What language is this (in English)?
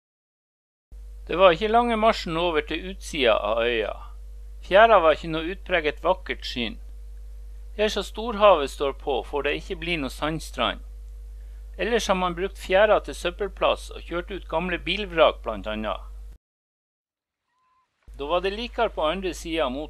Norwegian